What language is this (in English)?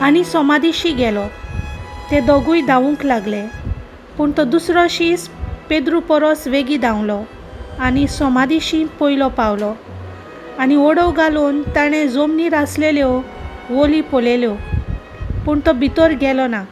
Konkani